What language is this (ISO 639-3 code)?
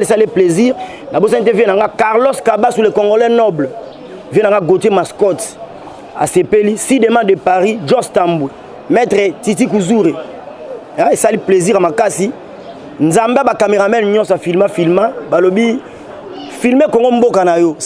lin